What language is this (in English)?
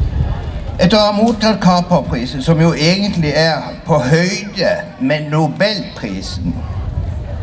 Norwegian